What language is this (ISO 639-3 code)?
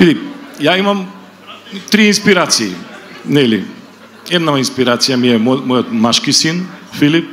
mkd